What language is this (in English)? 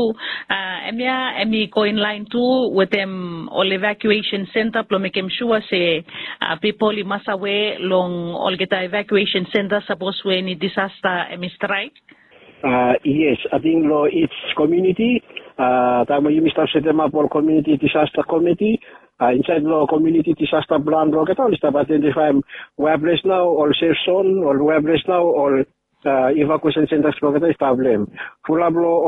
Bislama